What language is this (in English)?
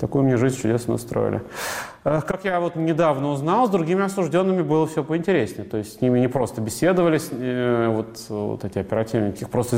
Russian